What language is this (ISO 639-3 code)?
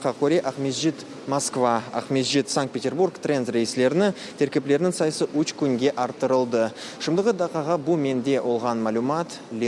crh